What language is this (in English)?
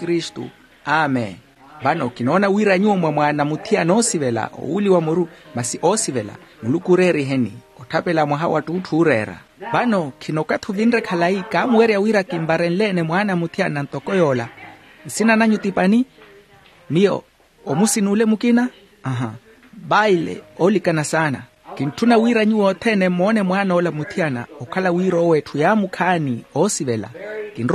Makhuwa